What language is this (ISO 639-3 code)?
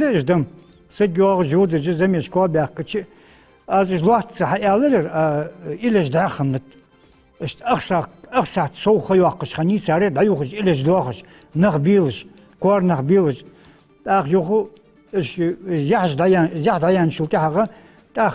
inh